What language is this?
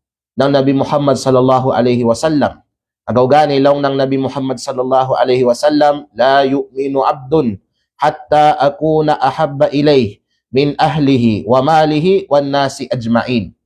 Kalagan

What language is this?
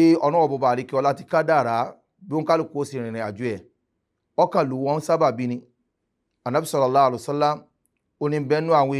Yoruba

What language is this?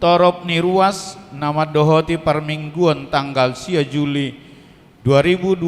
Batak Toba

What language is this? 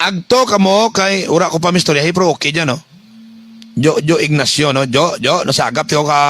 Hiligaynon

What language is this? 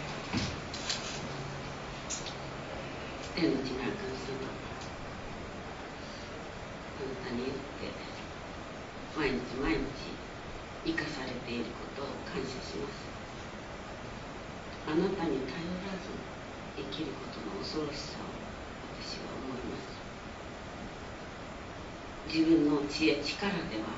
Japanese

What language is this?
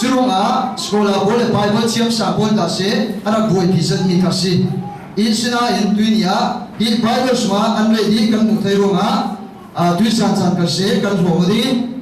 Falam Chin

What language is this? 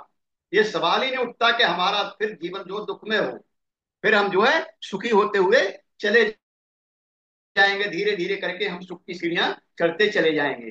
Hindi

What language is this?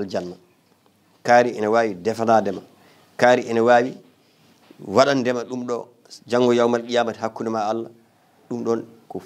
Fula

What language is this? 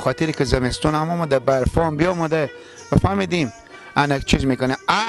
Persian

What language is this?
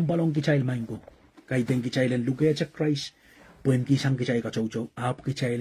Pohnpeian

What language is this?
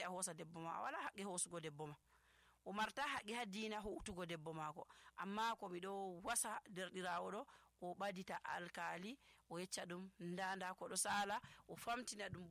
Nigerian Fulfulde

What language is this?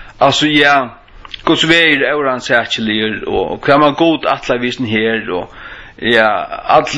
Faroese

